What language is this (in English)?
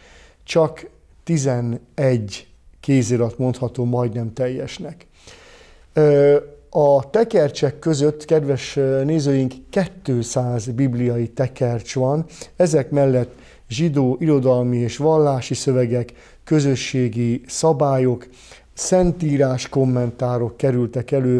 Hungarian